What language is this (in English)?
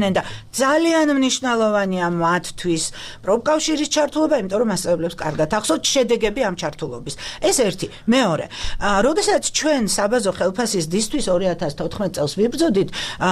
Georgian